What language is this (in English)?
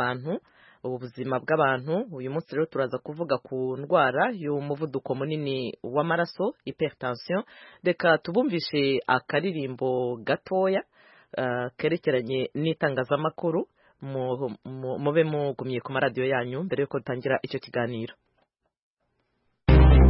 Kinyarwanda